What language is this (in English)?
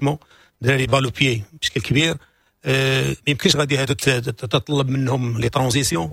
Moroccan Arabic